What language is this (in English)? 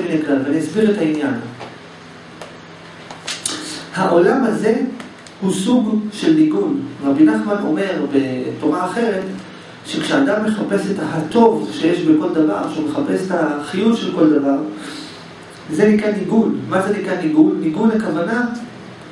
Hebrew